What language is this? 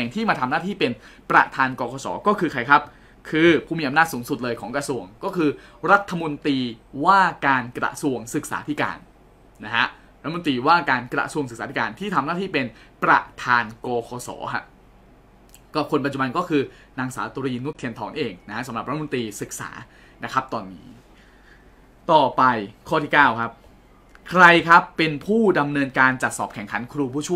Thai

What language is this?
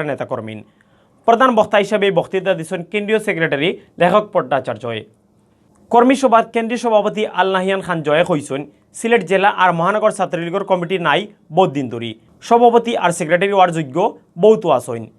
Sylheti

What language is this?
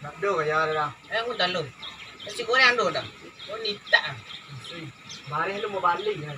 Minangkabau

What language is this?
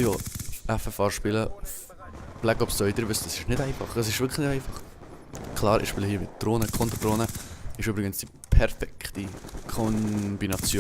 Swiss German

